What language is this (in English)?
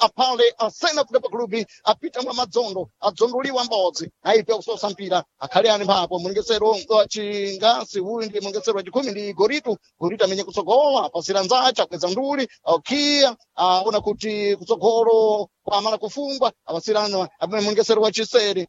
Sena